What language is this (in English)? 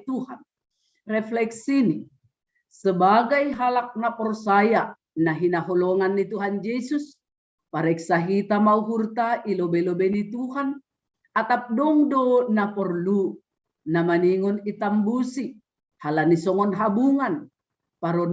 Batak Simalungun